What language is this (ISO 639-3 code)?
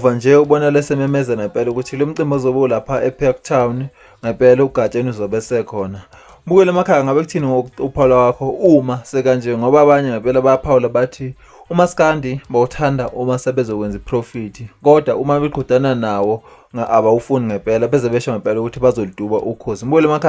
zul